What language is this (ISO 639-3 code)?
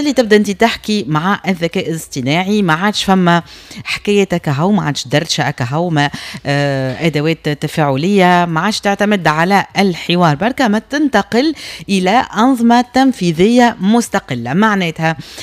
aeb